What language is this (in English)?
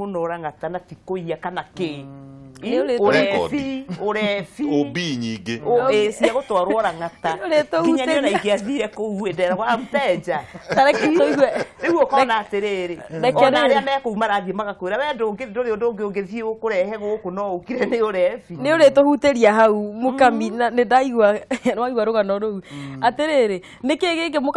Kikuyu